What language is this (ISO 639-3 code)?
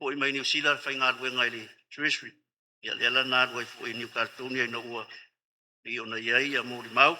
smo